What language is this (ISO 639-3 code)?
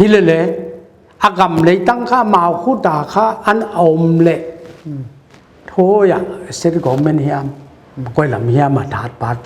pck